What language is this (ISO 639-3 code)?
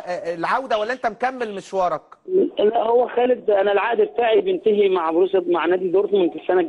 arz